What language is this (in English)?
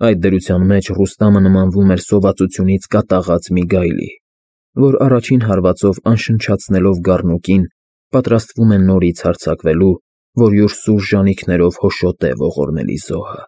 Armenian